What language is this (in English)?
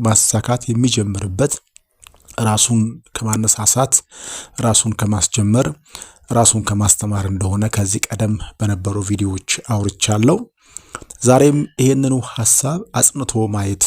Amharic